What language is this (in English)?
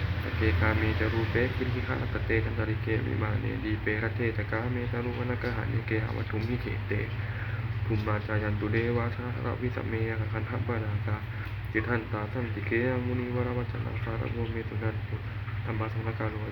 Pali